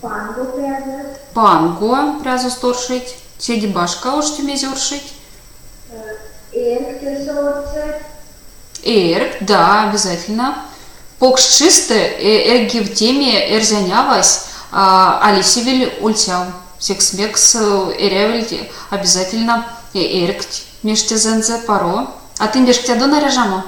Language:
Erzya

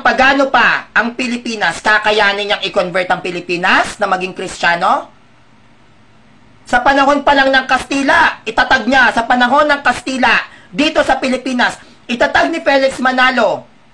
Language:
Filipino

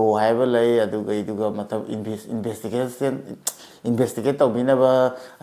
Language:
Manipuri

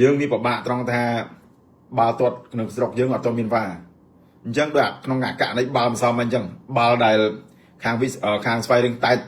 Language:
Khmer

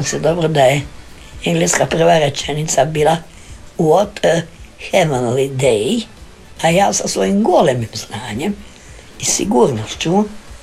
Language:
Croatian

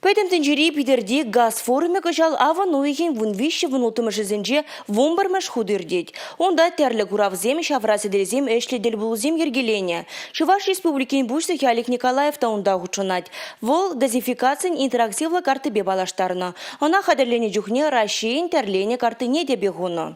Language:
Chuvash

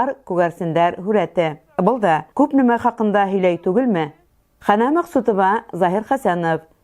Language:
Bashkir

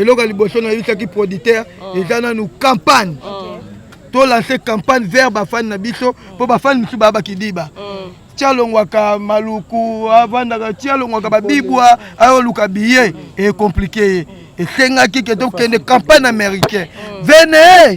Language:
Lingala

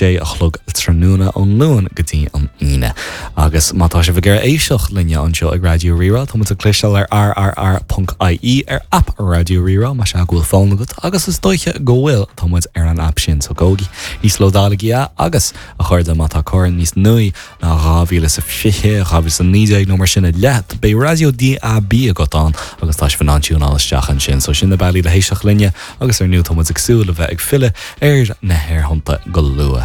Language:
Irish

